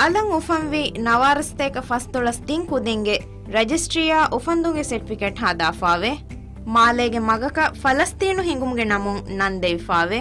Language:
Divehi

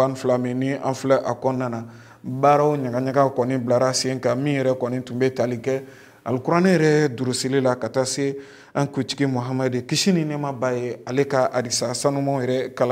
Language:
Bambara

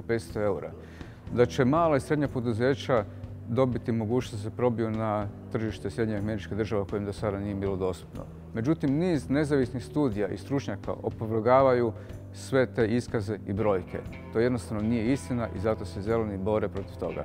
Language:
Croatian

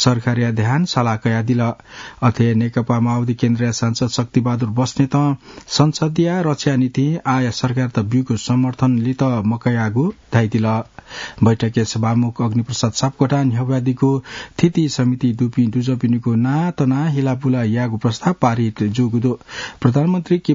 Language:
Newari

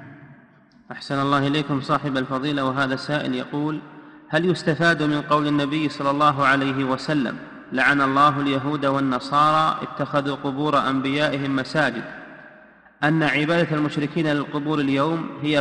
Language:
Arabic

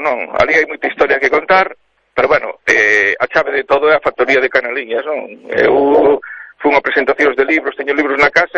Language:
Galician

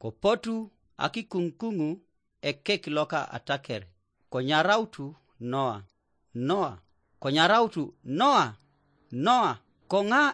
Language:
Teso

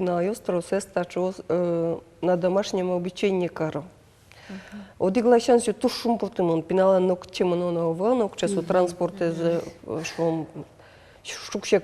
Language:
Udmurt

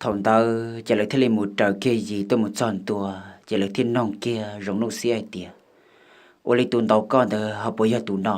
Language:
Hmong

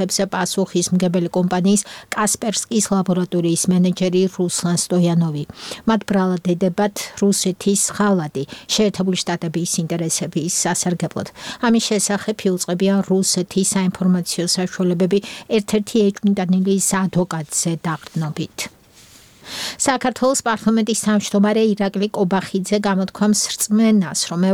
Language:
Georgian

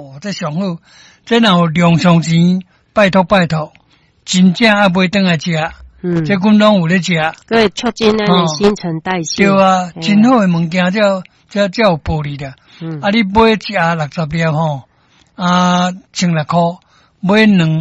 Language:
Min Nan Chinese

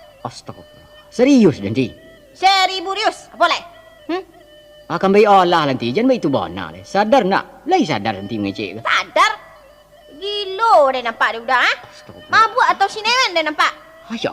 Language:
Minangkabau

